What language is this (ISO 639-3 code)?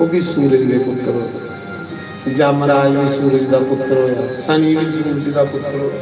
doi